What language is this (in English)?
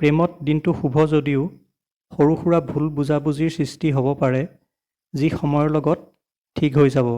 Assamese